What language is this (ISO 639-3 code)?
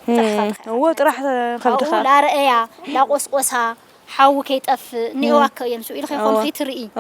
tir